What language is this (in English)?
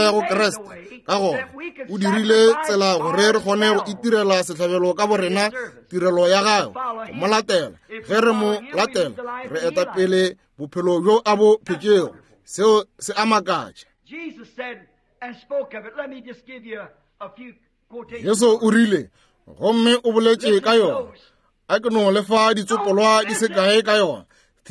Northern Sotho